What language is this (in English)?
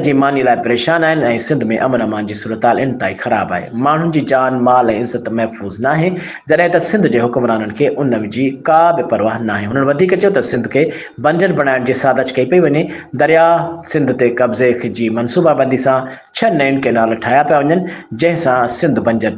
Sindhi